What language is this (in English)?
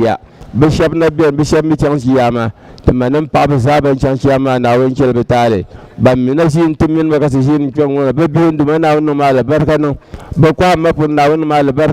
Dagbani